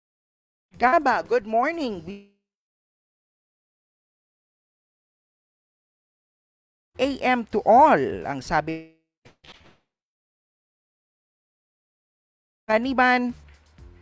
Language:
Filipino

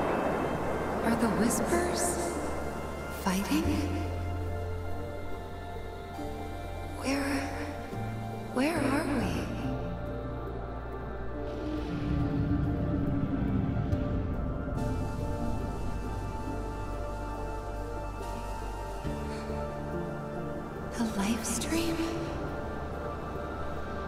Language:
English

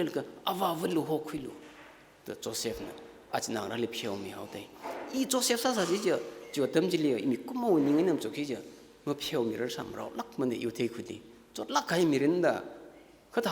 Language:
Tangkhul Naga (India)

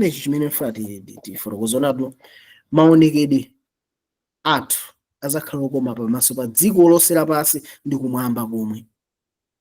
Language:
Nyanja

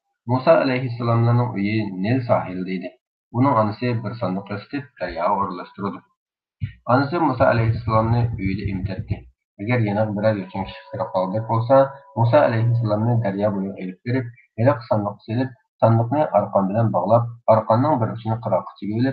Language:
Uyghur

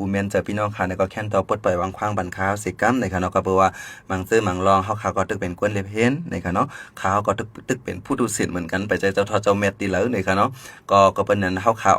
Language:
Shan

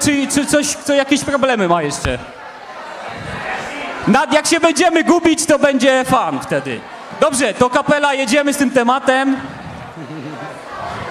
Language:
Polish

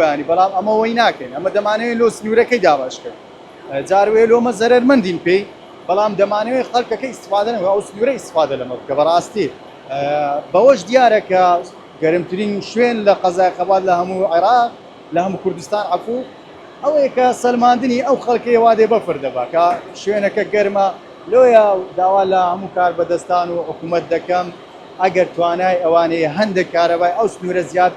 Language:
Central Kurdish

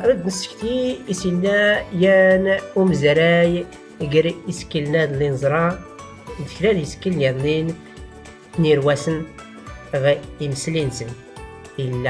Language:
Tachelhit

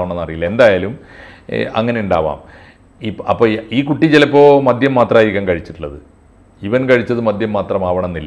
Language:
Malayalam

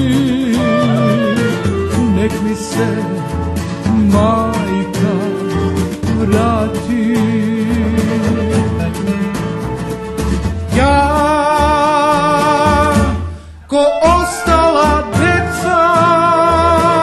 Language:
Serbian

